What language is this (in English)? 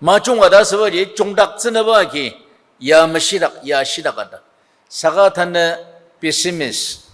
Ao Naga